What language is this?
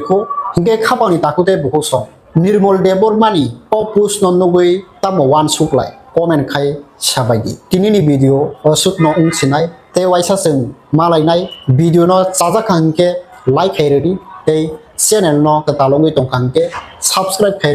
Kok Borok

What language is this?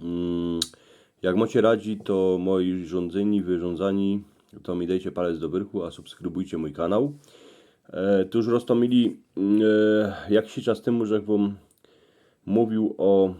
Silesian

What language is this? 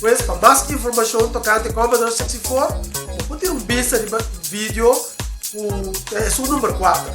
Papiamento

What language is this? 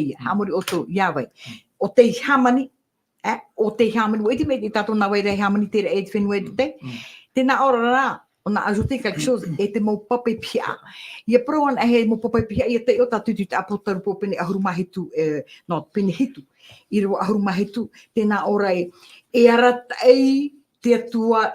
Tahitian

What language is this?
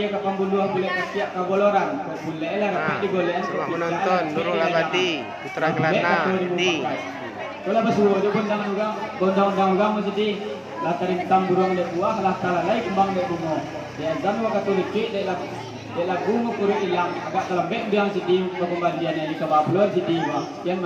Minangkabau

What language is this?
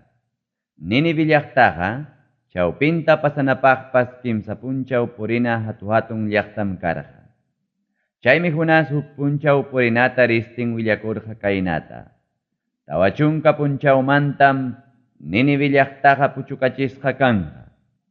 Ayacucho Quechua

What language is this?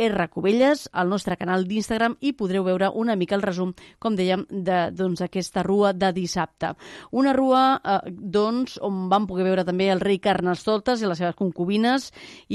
Catalan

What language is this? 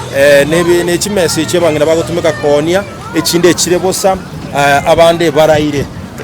Gusii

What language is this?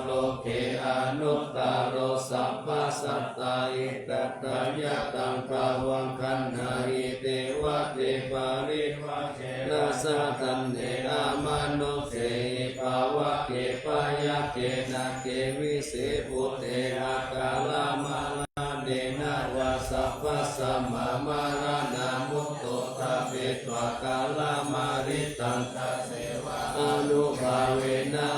Pali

